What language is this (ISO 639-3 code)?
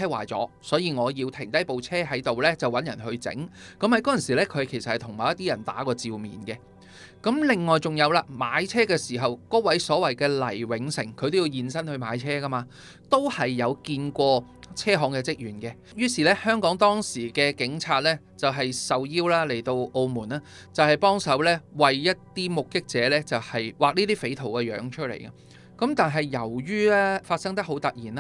yue